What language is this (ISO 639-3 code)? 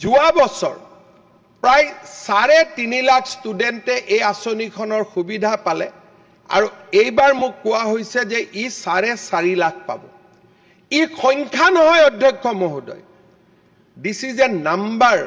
asm